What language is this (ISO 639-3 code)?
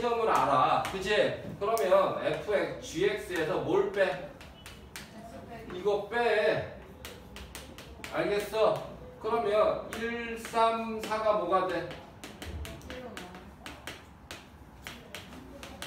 kor